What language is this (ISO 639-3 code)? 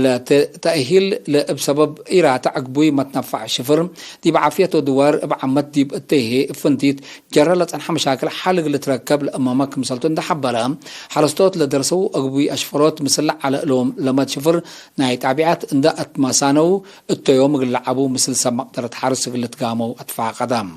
tig